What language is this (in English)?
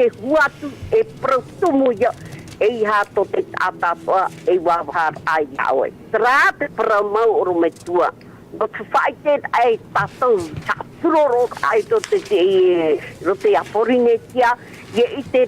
Tahitian